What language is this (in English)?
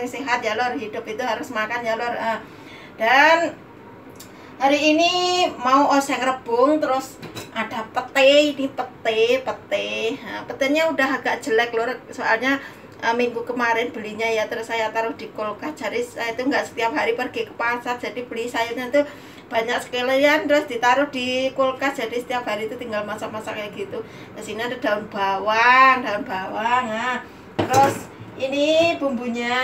Indonesian